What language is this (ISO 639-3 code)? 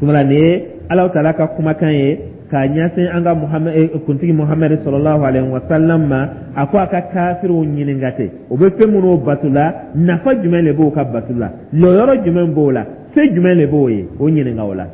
dyu